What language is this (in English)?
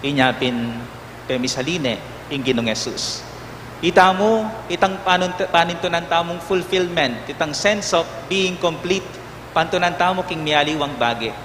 Pampanga